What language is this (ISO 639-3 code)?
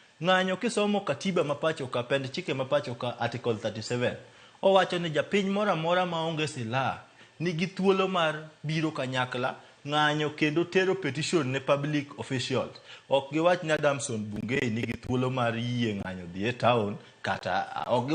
luo